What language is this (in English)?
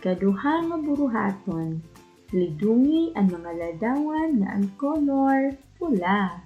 Waray